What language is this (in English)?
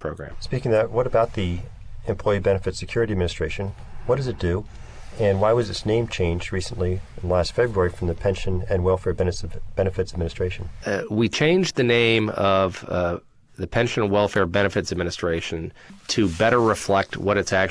English